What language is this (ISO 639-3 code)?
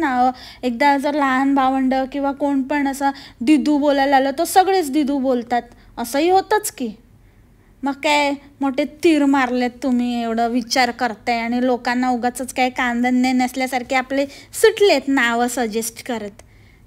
mar